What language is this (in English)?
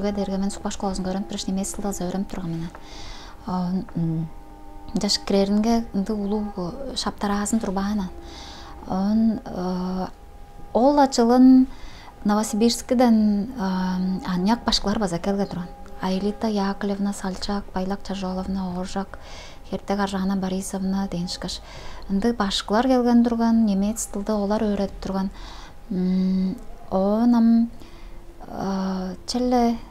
Tuvinian